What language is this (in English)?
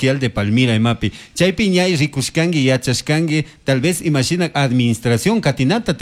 Chimborazo Highland Quichua